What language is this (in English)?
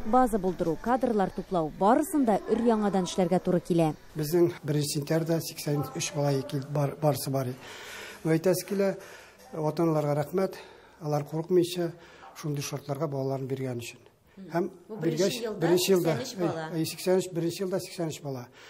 Tatar